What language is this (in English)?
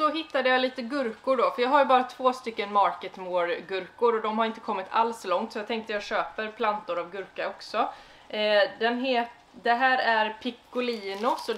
Swedish